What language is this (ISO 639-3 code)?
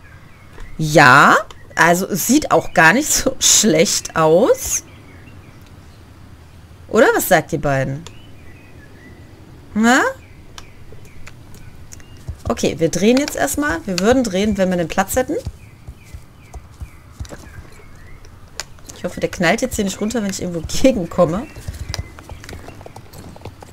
deu